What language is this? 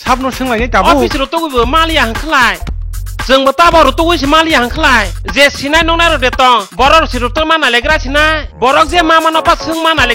Kok Borok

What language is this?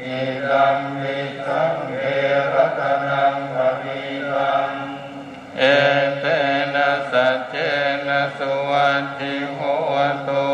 Pali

